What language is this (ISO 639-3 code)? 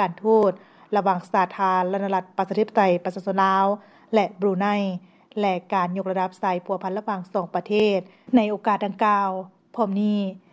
lao